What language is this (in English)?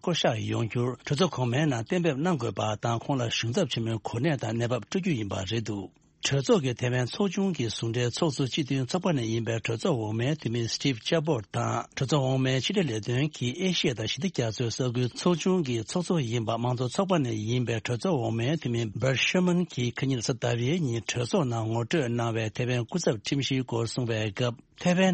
Tibetan